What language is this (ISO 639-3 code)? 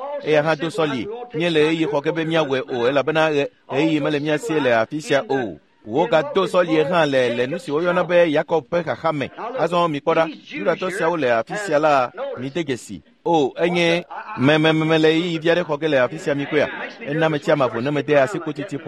ewe